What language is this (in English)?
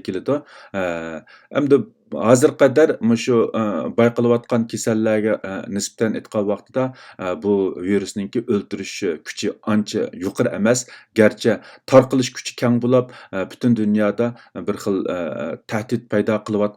Uyghur